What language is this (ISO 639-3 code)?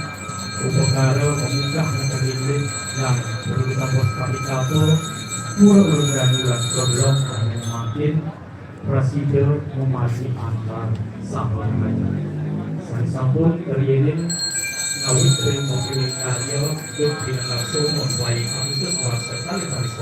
ban